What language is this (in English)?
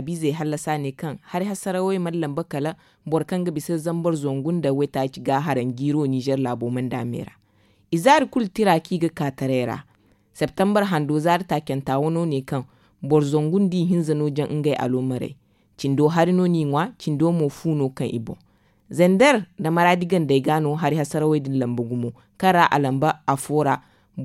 Zarma